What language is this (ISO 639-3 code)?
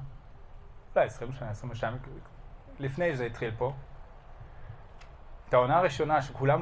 heb